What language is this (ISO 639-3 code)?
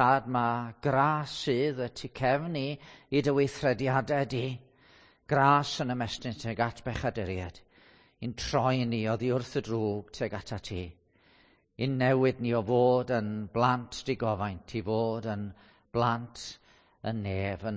cym